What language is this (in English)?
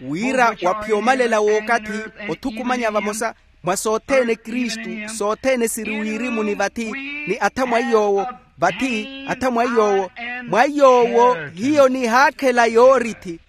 Makhuwa